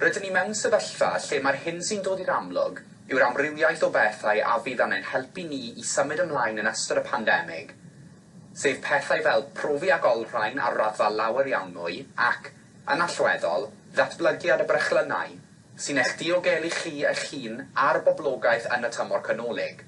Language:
Welsh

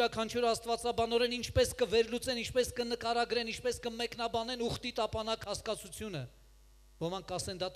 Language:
Armenian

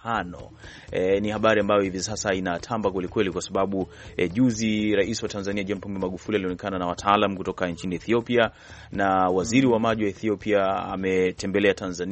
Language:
Swahili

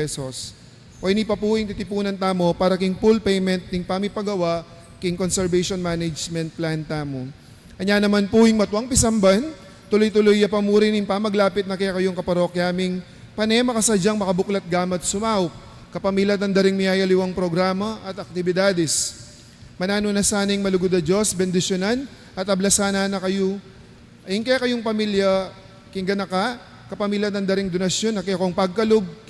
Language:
Pampanga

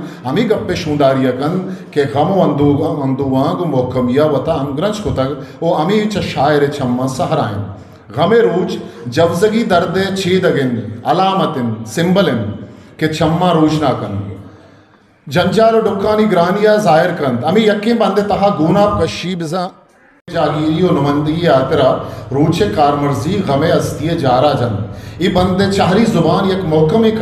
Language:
Eastern Balochi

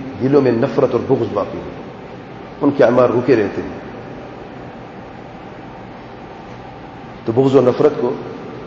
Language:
Urdu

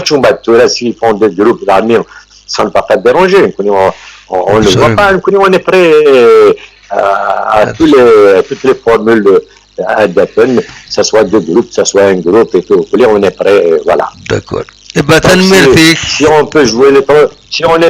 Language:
Kabyle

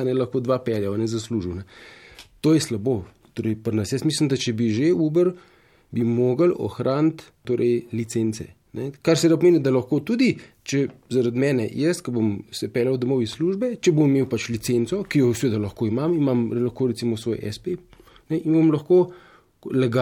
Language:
Slovenian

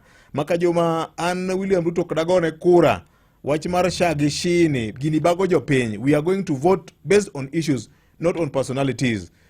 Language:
Luo (Kenya and Tanzania)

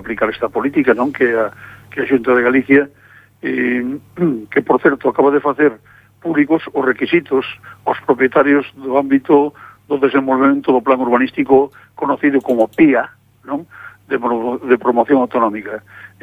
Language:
Galician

